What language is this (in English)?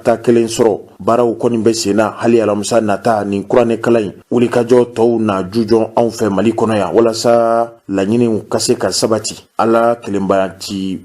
Bambara